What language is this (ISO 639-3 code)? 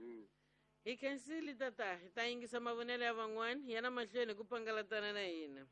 tso